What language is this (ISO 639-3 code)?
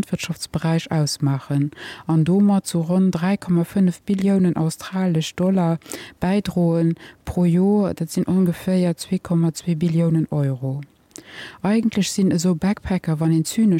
ltz